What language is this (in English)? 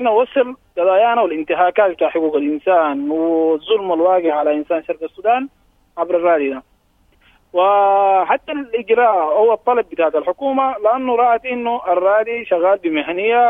Sudanese Arabic